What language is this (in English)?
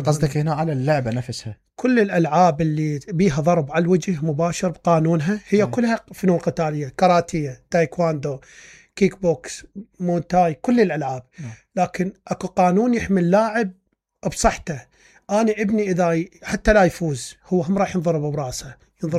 Mesopotamian Arabic